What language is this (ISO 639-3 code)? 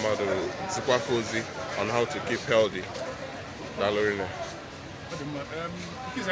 ibo